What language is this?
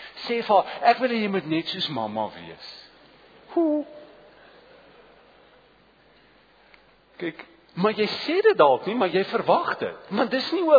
Afrikaans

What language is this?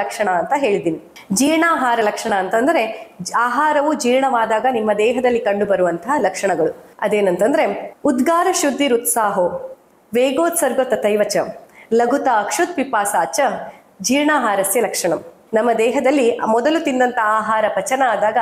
Kannada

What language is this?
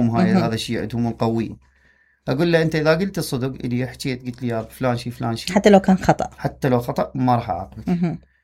Mesopotamian Arabic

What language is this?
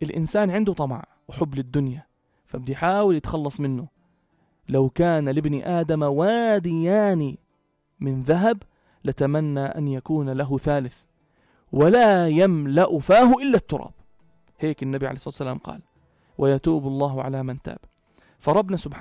North Levantine Arabic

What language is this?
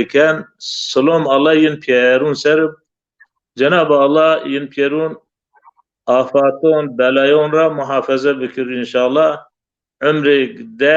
Zaza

